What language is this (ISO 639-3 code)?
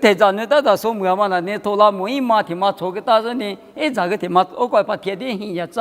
lis